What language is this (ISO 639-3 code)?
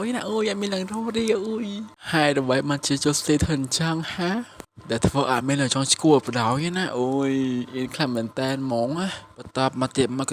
khm